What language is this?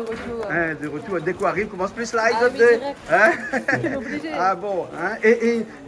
Réunion Creole French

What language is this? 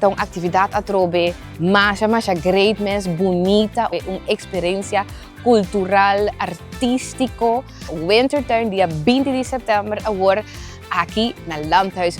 Papiamento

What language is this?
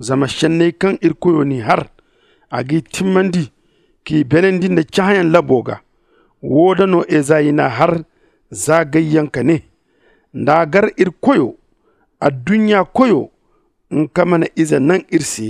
Zarma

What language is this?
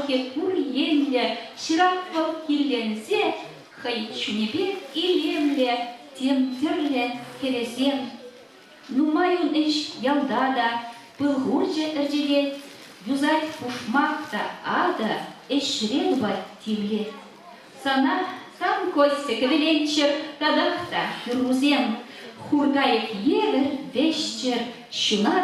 Chuvash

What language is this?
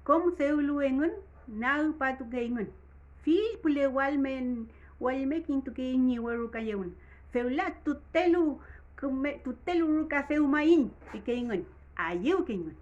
Mapuche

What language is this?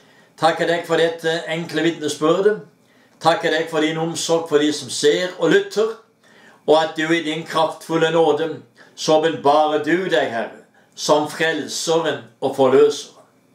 Norwegian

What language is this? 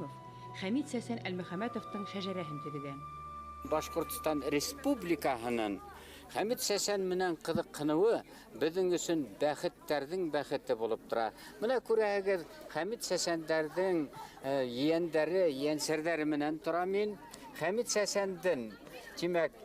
Bashkir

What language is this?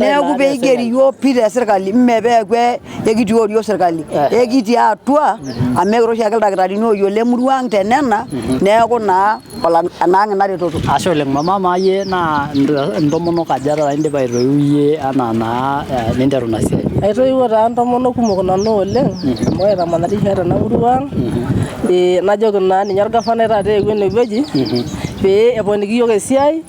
Masai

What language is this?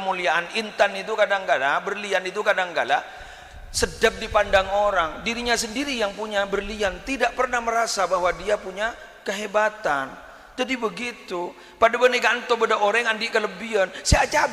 Madurese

